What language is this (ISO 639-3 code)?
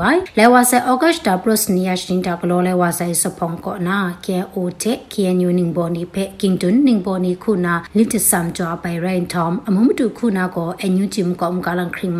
mya